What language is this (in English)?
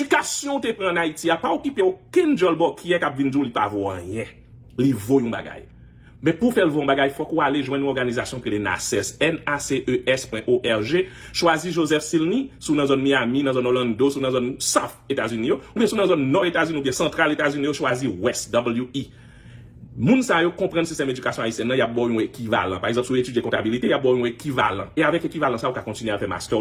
Haitian Creole